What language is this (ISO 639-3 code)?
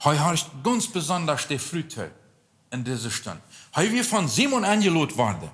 pdt